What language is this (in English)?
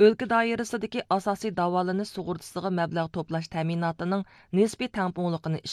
Uyghur